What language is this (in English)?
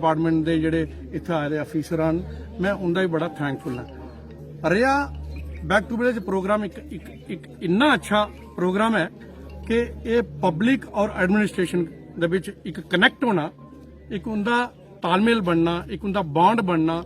Dogri